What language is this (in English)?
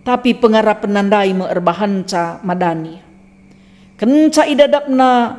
Batak Karo